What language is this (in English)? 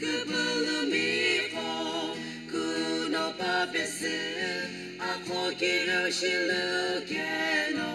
Sumi Naga